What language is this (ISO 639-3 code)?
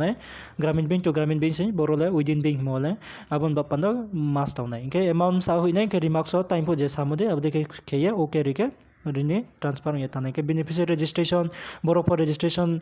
ria